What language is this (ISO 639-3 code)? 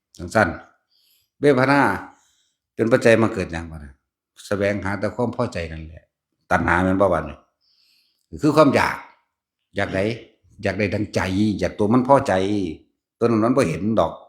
tts